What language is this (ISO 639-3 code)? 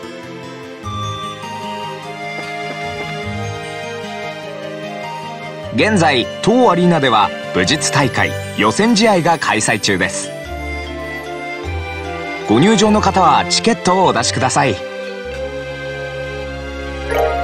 jpn